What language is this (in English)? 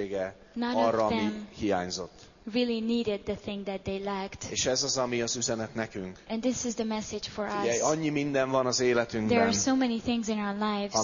Hungarian